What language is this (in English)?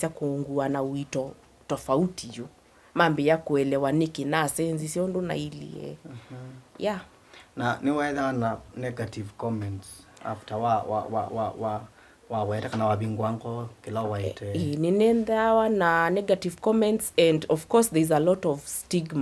Kamba